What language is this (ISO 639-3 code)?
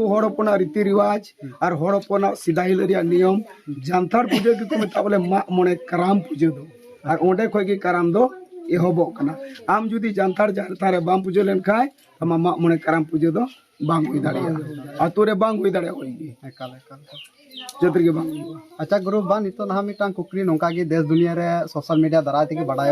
sat